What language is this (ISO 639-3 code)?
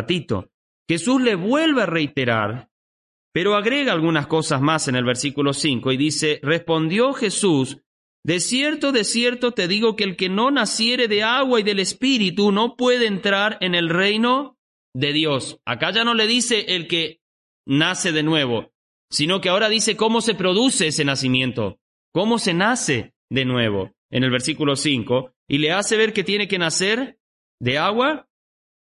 spa